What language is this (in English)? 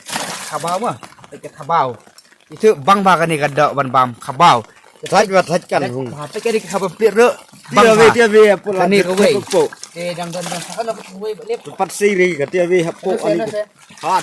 Khasi